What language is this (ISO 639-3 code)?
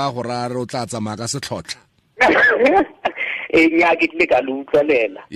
tsn